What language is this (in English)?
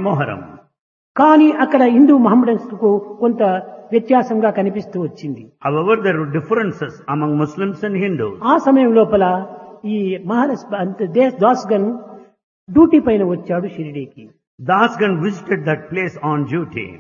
Telugu